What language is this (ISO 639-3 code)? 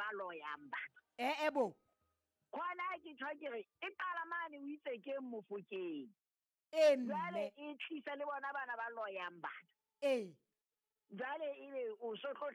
sot